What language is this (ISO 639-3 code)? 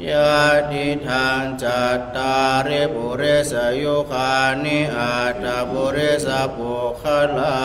pli